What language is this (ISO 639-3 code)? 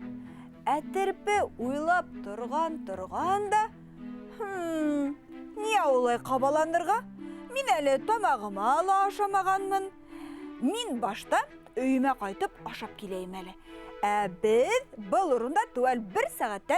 bak